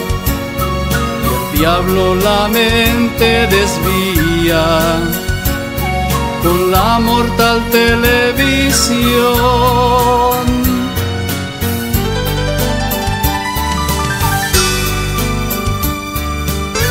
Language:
Spanish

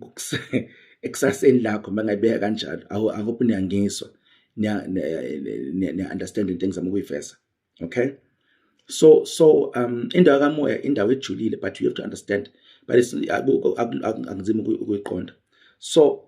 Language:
Zulu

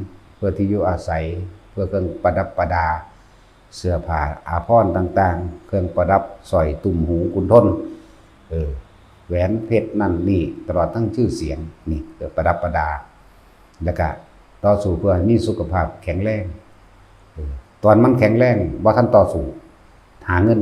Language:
Northeastern Thai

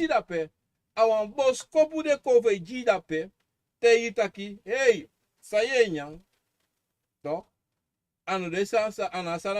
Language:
Sranan Tongo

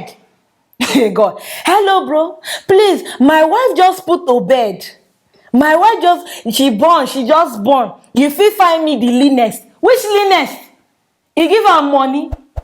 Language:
Nigerian Pidgin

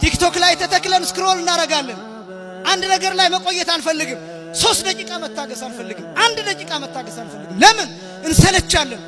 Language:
Amharic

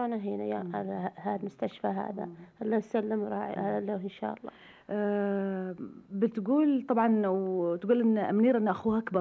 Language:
Najdi Arabic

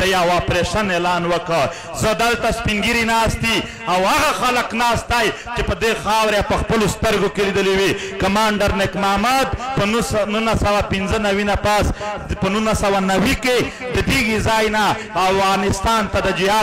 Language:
Pashto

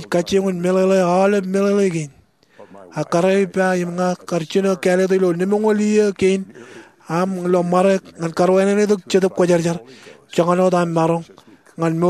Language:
Marshallese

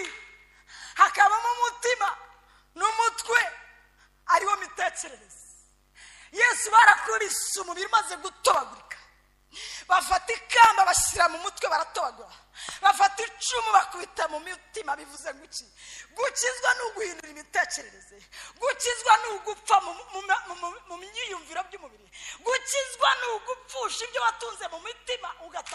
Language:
Kinyarwanda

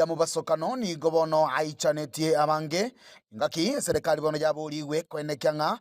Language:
Gusii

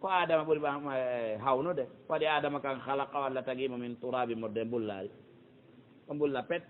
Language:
Pular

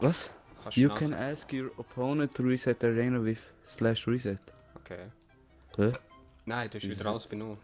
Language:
Swiss German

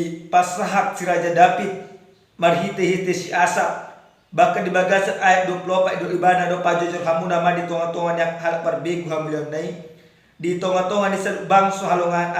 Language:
Batak Toba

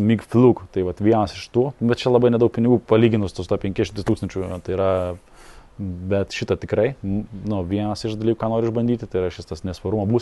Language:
Lithuanian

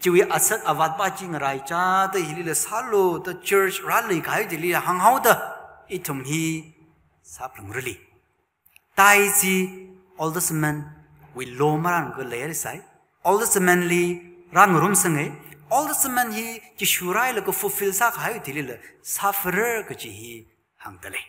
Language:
Tangkhul Naga (India)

